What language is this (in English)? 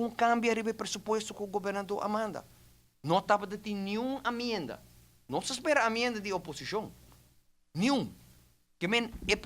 Papiamento